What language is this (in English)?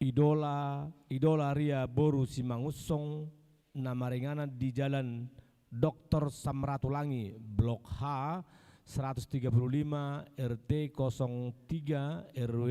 Batak Toba